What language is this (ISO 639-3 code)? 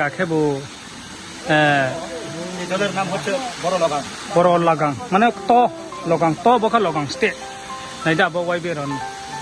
ria